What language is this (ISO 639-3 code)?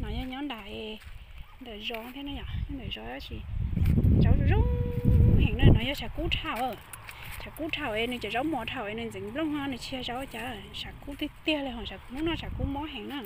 hmn